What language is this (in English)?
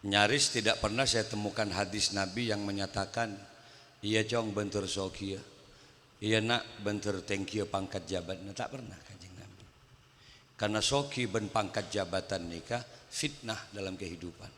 Madurese